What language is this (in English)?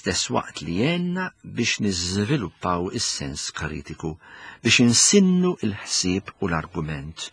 Maltese